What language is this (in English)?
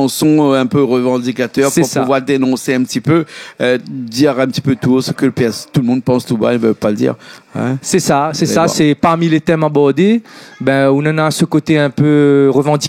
Réunion Creole French